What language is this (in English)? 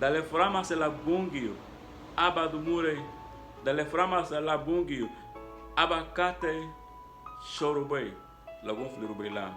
Garifuna